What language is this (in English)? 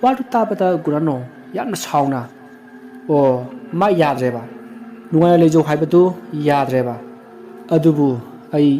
Manipuri